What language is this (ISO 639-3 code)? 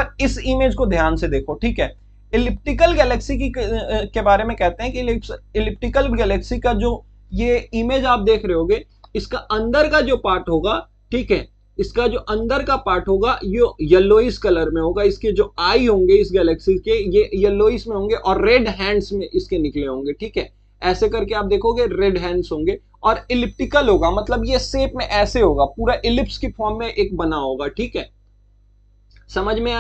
hin